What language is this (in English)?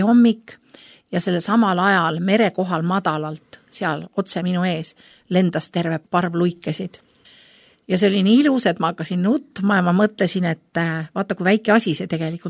Estonian